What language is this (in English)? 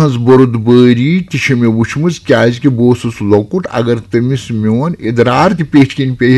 Kashmiri